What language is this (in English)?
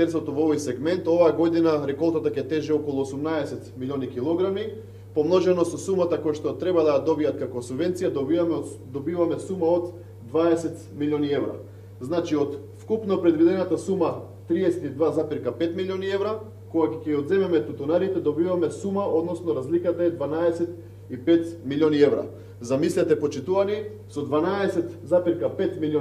Macedonian